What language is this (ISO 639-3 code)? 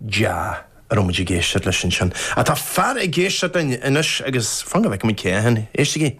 gle